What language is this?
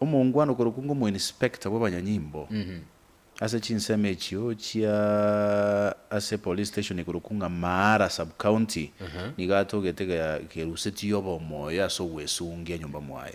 Gusii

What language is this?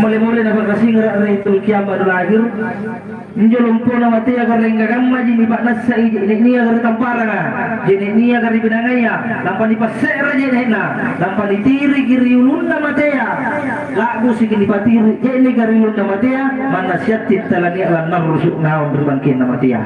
Makasar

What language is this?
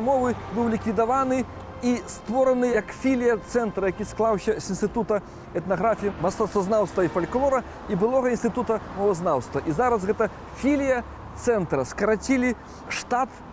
Belarusian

